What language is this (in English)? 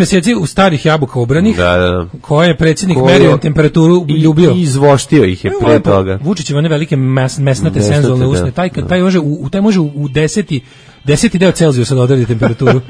Serbian